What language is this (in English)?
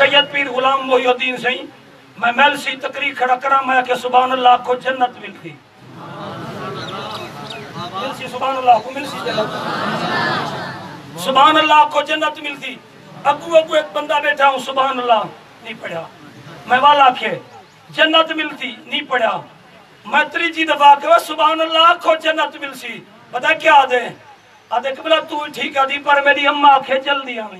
Saraiki